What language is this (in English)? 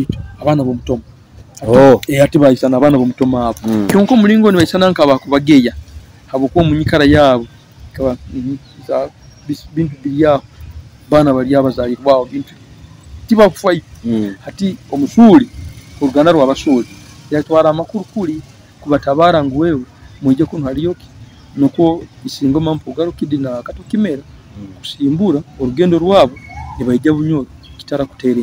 Nyoro